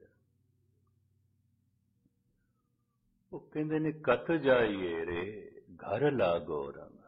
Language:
Punjabi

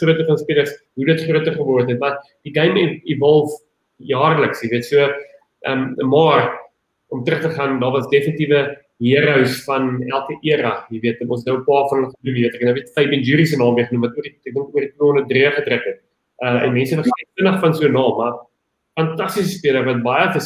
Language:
Afrikaans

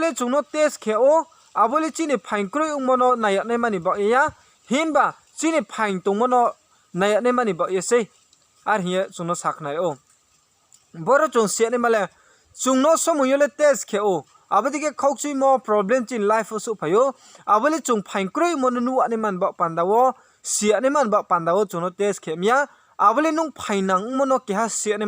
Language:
Riang (India)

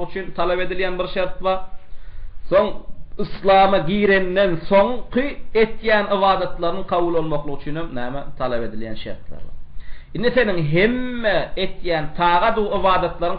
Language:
Turkmen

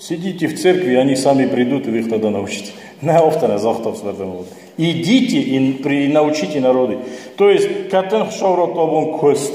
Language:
Ossetic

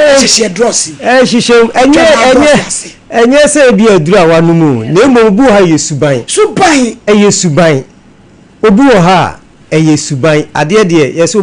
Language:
Akan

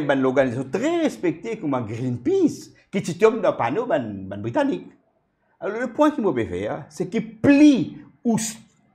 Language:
Morisyen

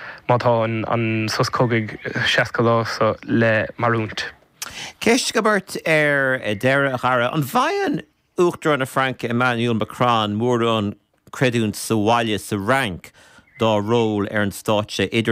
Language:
Irish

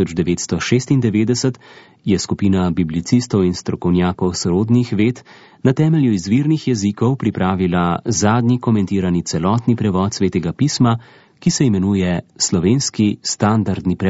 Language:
Slovenian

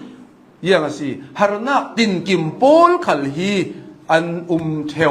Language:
Hakha Chin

